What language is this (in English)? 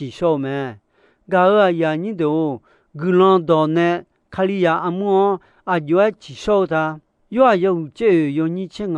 Akha